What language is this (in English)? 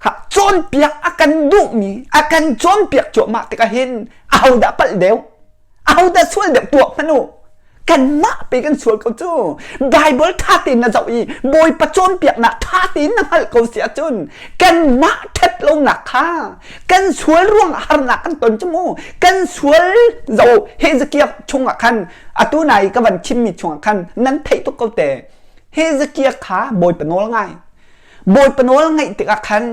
Hakha Chin